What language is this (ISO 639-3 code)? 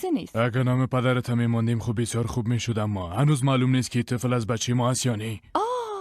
fas